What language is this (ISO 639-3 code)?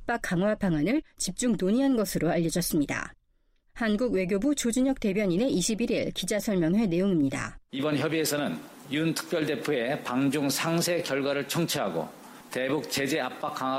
kor